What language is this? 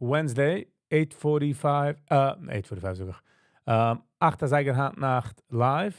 Yiddish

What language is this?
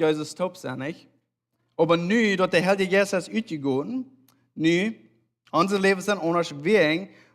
Plautdietsch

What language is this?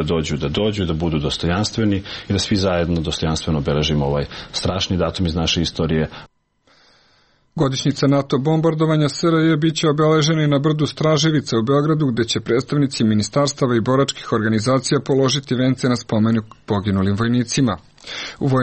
Serbian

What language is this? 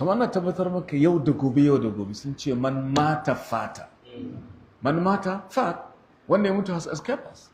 Hausa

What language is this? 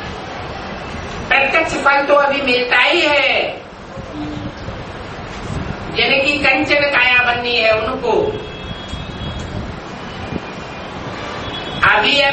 Hindi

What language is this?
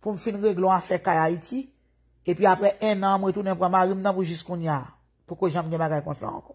Haitian Creole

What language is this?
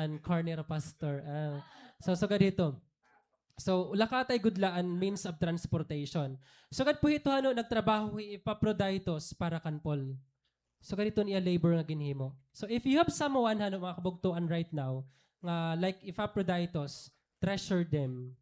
Waray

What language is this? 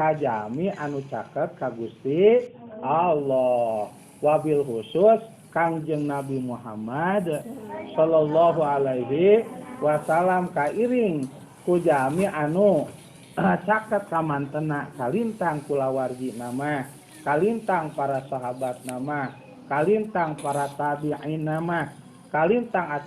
Sundanese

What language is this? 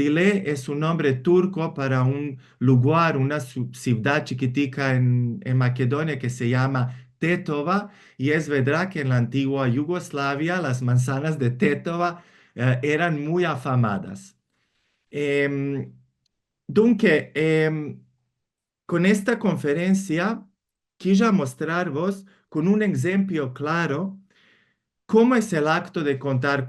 Ladino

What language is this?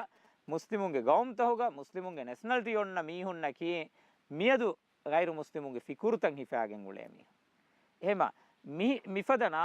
Divehi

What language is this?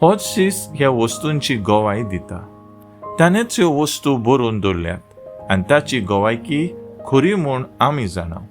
Konkani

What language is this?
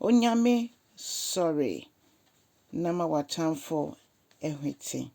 Akan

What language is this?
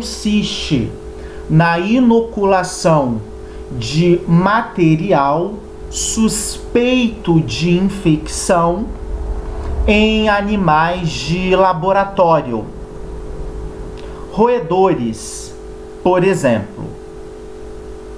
Portuguese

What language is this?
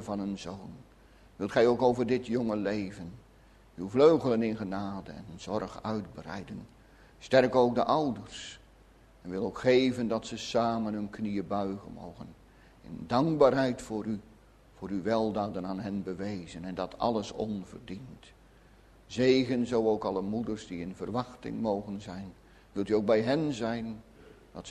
Dutch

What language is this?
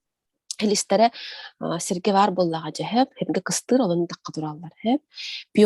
Yakut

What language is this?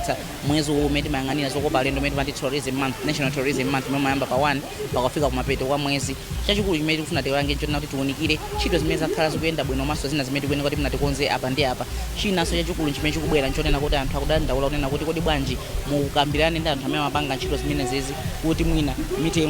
Nyanja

